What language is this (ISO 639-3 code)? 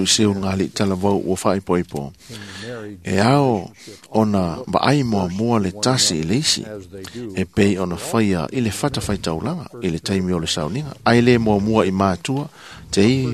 smo